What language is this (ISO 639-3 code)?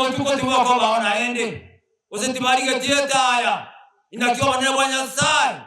guz